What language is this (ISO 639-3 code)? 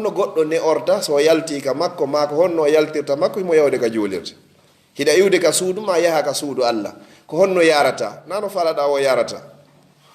ful